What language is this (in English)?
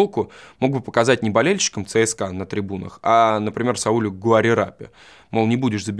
Russian